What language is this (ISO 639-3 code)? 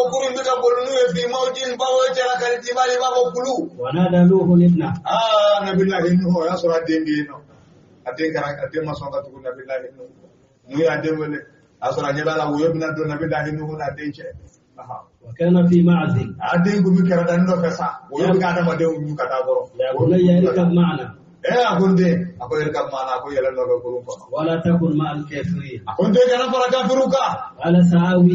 bam